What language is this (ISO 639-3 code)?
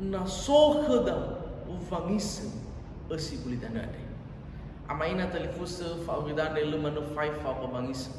nia